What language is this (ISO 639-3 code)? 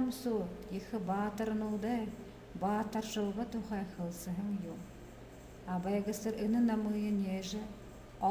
bua